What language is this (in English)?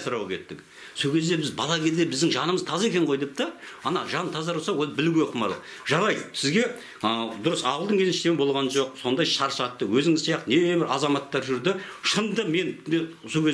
Kazakh